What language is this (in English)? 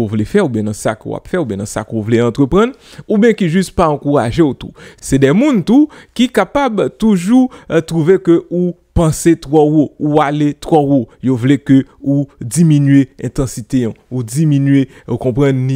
Haitian Creole